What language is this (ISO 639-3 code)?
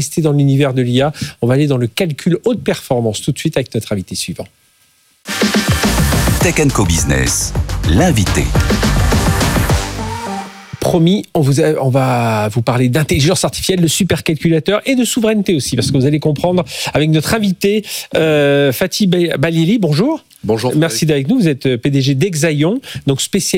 fra